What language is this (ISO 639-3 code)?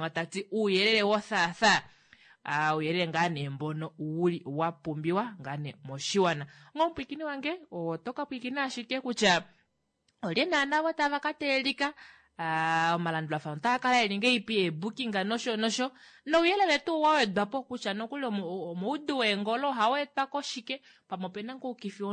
kua